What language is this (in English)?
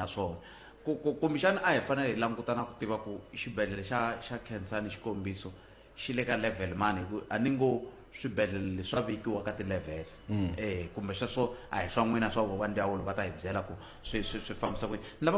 Tsonga